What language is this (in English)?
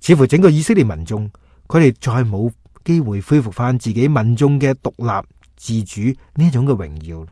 Cantonese